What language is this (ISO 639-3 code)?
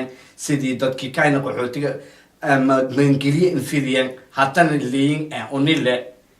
som